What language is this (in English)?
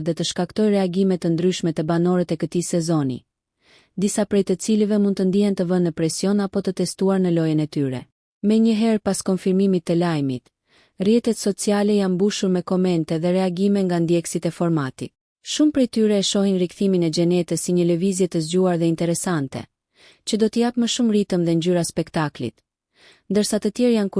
Albanian